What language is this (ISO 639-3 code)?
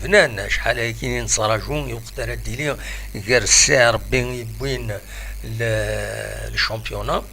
kab